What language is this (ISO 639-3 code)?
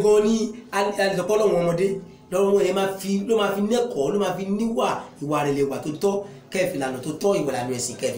yor